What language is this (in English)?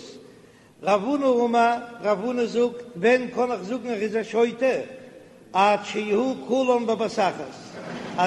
Yiddish